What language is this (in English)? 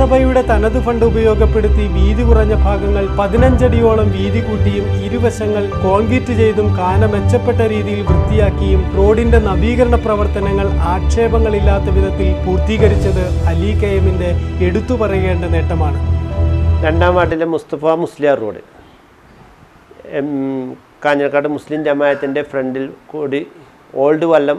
Malayalam